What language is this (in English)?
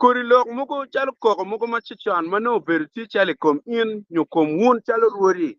Acoli